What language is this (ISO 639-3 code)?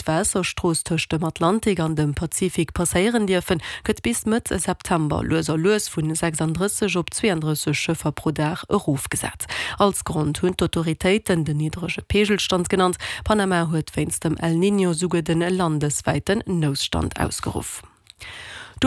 ltz